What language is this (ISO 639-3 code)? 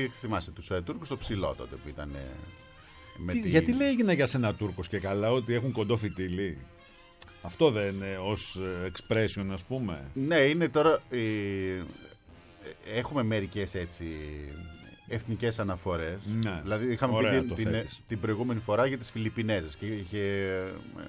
ell